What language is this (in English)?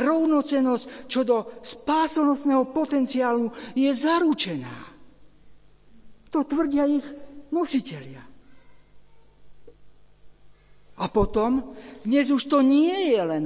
Slovak